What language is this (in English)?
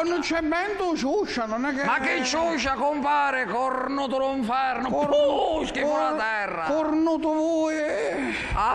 Sicilian